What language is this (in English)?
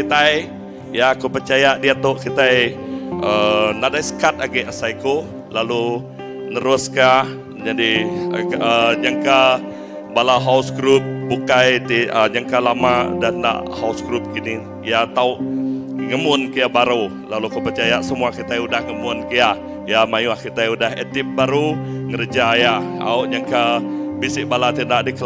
Iban